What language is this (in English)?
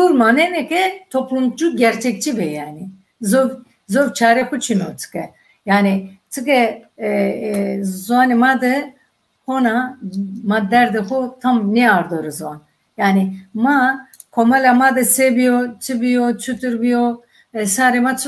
Zaza